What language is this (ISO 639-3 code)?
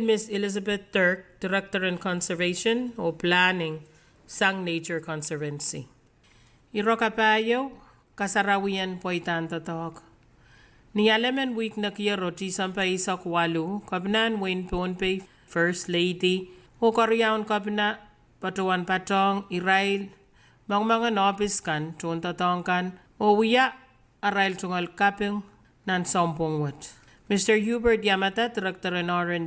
pon